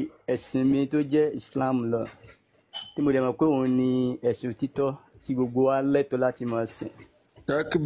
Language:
Yoruba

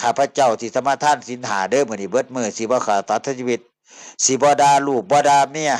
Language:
Northeastern Thai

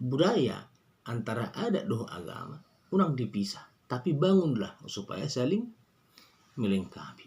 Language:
Batak Toba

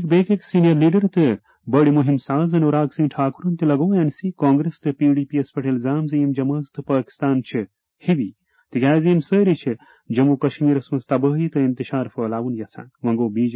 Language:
Kashmiri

